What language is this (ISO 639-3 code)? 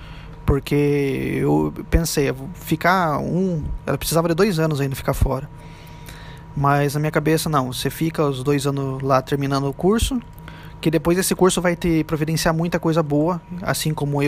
por